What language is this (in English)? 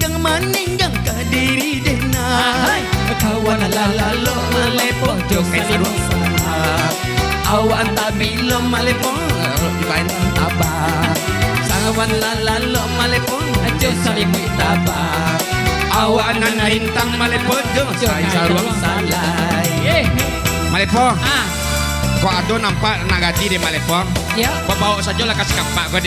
Minangkabau